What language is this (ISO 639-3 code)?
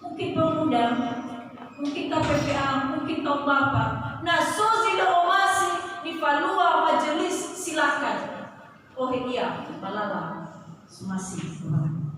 nia